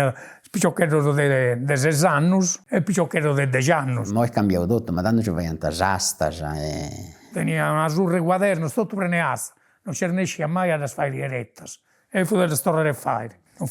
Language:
Sardinian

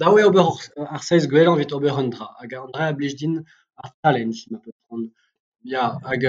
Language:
Breton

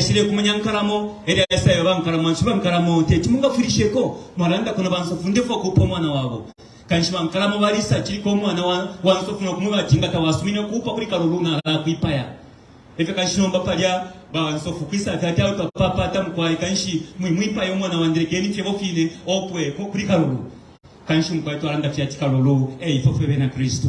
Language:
Bemba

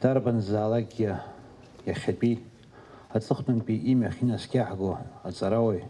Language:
Abkhazian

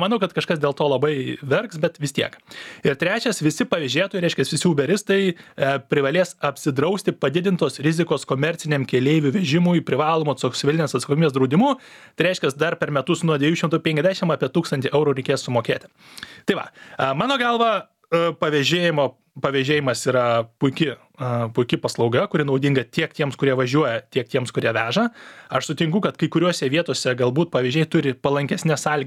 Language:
Lithuanian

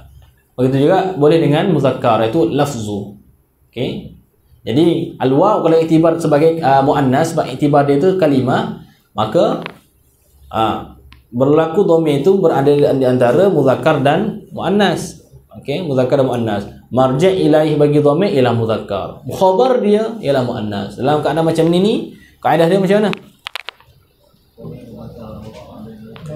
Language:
Malay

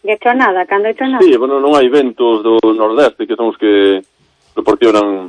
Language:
Galician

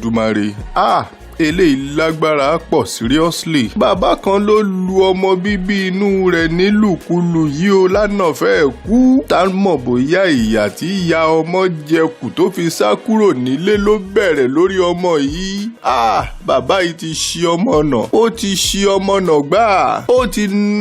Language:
Yoruba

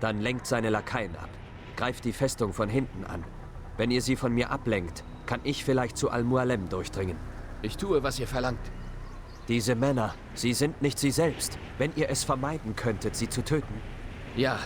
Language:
Bavarian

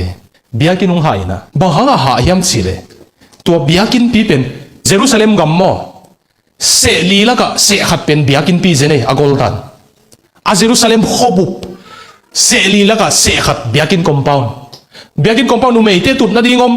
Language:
Tedim Chin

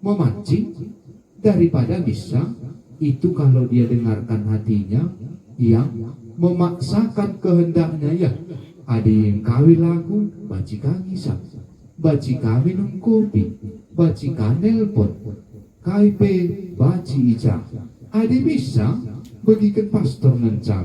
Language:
Batak Karo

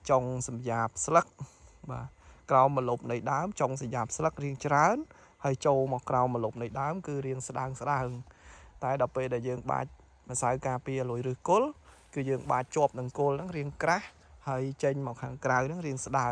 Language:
Khmer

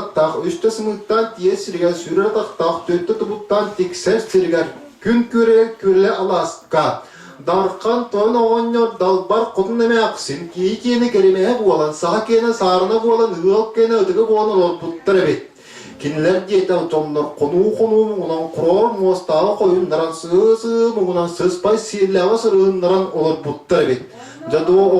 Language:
Yakut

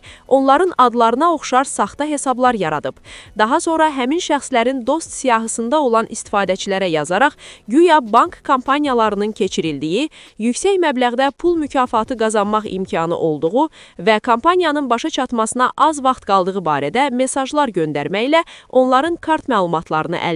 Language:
Azerbaijani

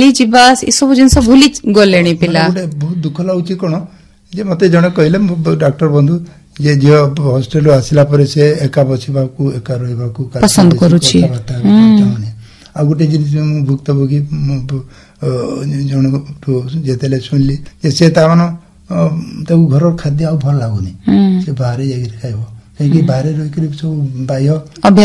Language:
Odia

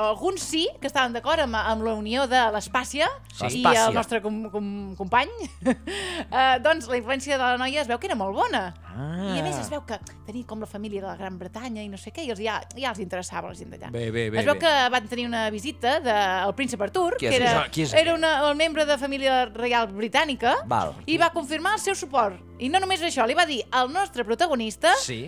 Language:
Catalan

